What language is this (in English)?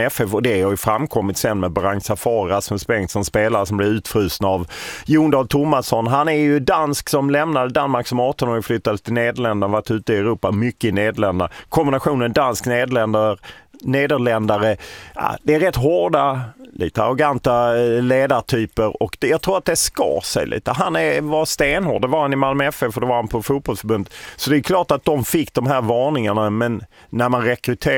Swedish